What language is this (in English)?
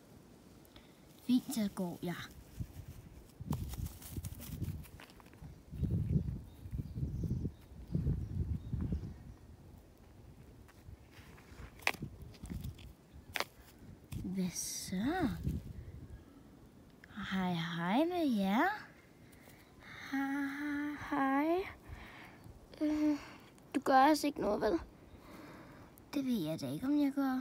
Danish